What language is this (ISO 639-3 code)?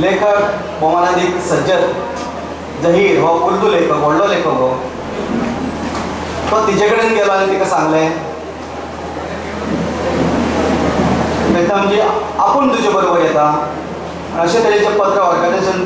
kok